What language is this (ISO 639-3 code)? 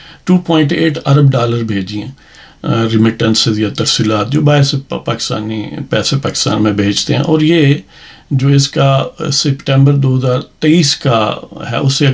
urd